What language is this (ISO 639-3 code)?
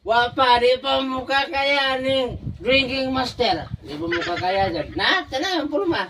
ceb